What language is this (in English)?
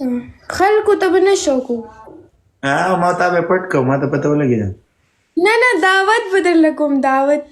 Pashto